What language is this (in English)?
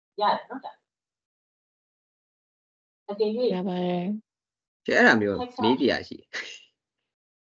Burmese